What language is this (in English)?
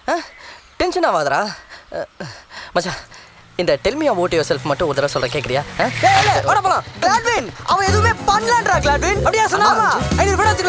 Tamil